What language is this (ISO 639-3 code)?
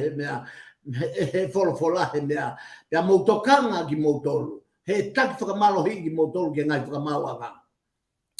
ton